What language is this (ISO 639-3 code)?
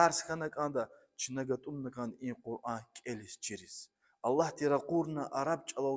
lez